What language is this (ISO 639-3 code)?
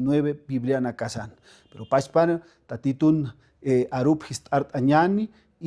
aym